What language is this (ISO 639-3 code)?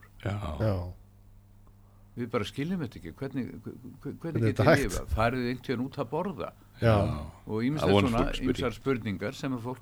isl